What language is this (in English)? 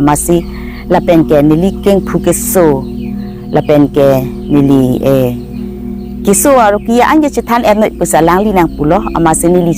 Karbi